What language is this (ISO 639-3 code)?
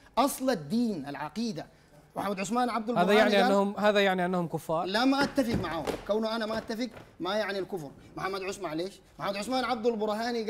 ara